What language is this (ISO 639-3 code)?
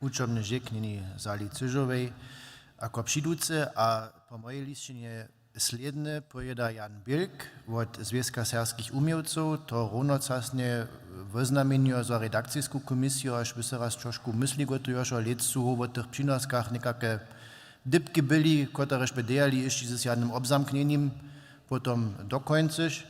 hsb